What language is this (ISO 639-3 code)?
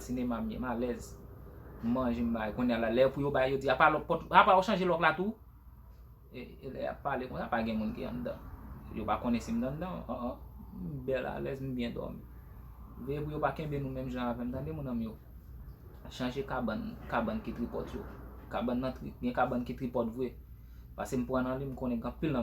hat